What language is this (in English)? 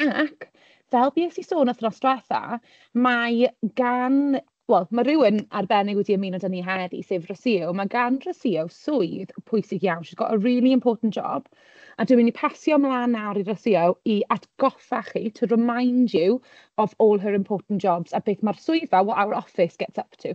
Welsh